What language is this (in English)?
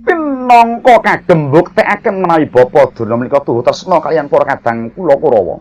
Javanese